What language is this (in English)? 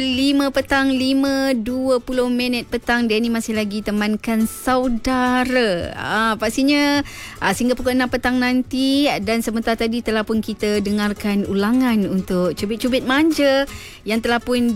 Malay